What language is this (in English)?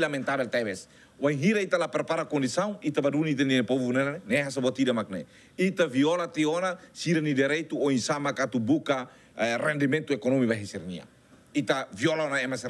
Tetum